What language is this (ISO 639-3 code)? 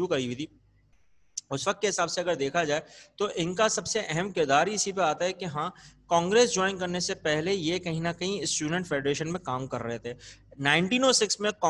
urd